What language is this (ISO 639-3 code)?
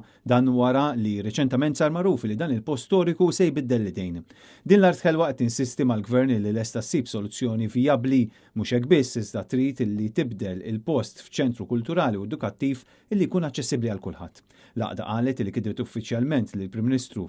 mlt